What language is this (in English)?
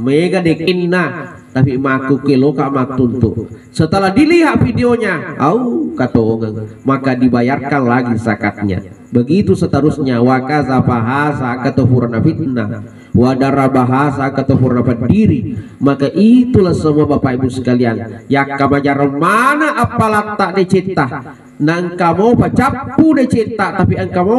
Buginese